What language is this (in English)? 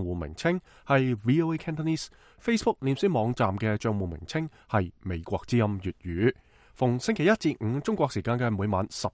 Cantonese